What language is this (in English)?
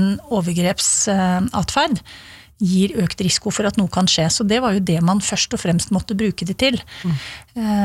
Norwegian